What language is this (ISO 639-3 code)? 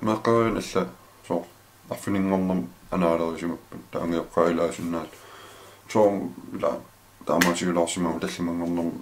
kal